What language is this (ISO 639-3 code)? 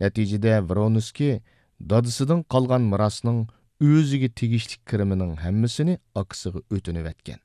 uig